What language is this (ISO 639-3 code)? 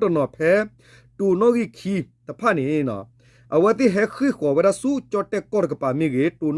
ksw